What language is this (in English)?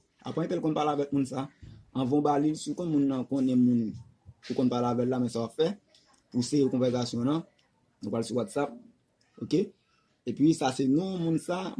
Haitian Creole